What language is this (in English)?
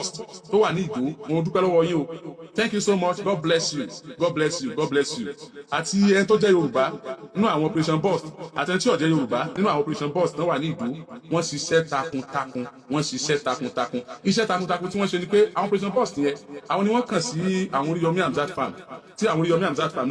Yoruba